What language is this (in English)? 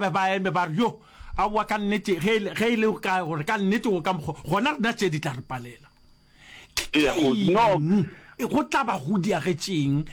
Northern Sotho